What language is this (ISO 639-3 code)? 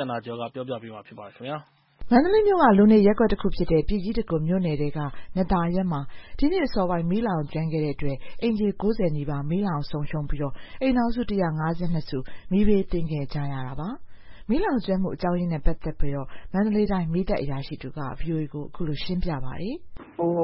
mya